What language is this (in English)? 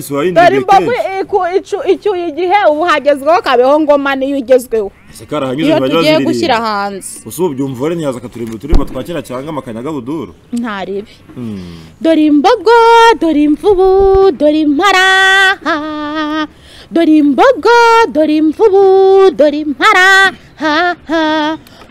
Kinyarwanda